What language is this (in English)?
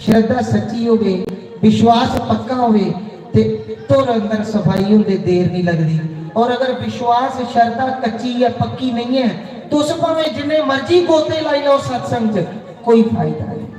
Dogri